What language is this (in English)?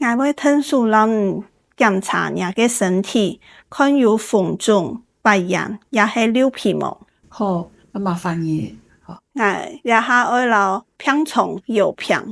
Hakka Chinese